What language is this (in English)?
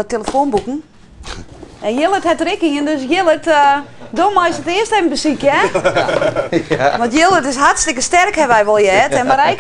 Western Frisian